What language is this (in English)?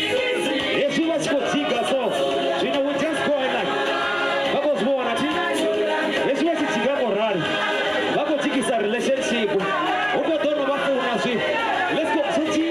Venda